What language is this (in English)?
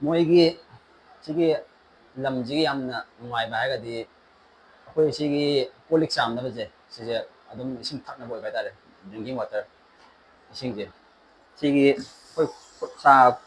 Manipuri